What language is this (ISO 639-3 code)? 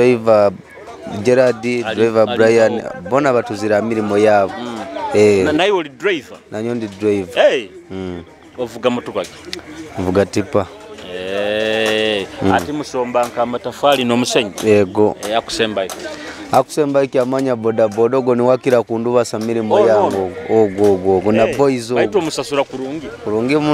nyo